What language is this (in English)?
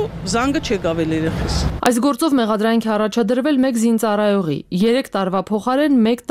Armenian